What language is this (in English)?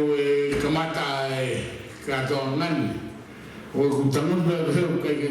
Tongan